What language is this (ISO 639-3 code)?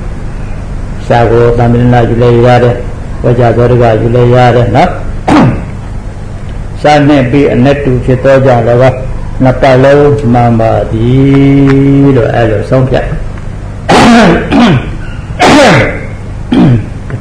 mya